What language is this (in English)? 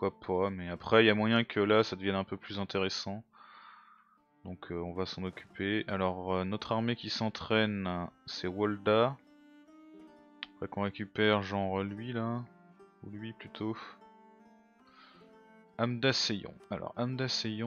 French